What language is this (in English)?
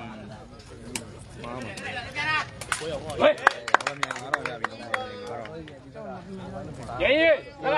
Burmese